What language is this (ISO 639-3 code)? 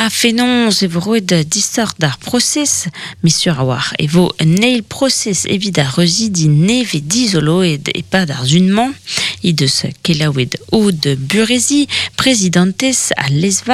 bre